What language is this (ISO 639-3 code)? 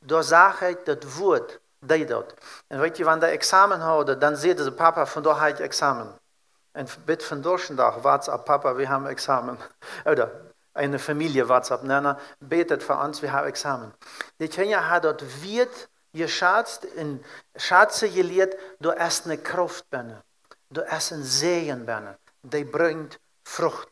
pdt